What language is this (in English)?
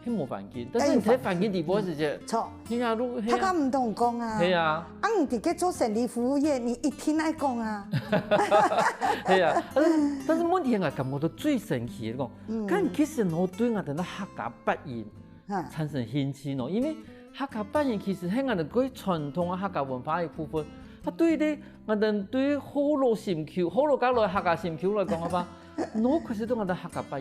Hakka Chinese